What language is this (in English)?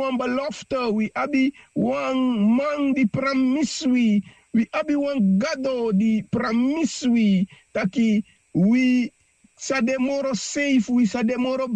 Sranan Tongo